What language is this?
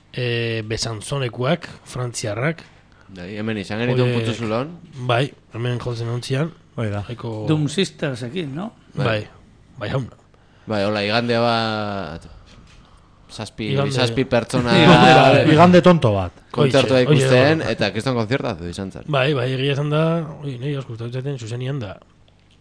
Basque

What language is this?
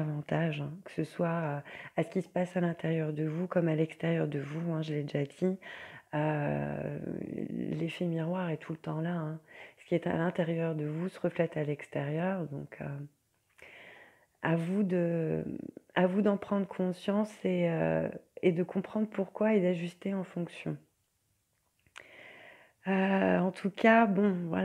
French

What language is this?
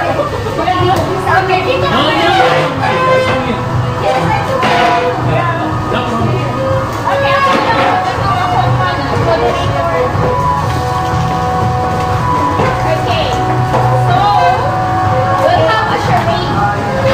Filipino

